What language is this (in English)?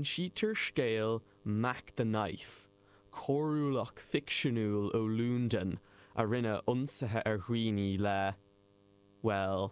Irish